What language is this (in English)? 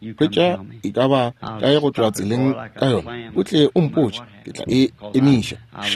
Northern Sotho